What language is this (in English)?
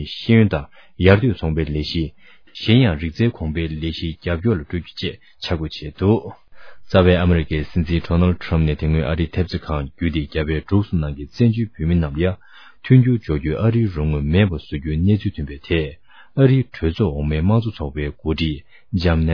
Tibetan